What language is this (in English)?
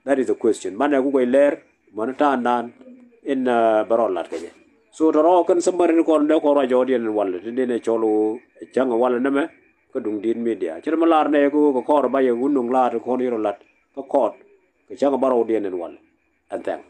Nuer